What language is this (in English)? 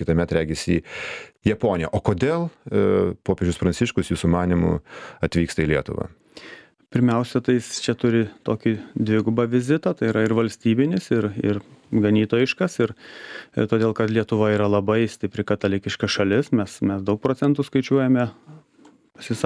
Lithuanian